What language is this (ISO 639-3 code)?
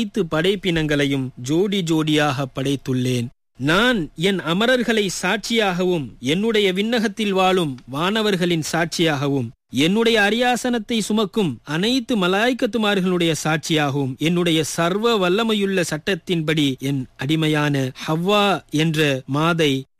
tam